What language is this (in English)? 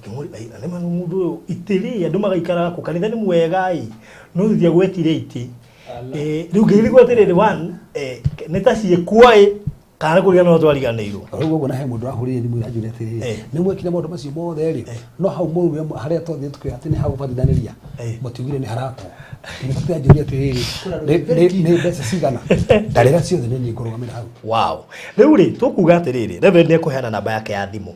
Kikuyu